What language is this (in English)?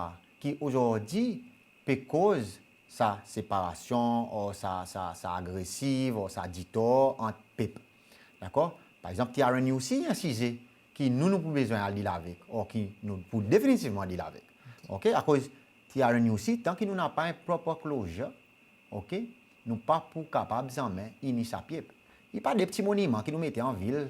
Seselwa Creole French